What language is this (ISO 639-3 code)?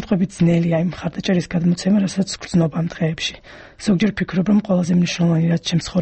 kat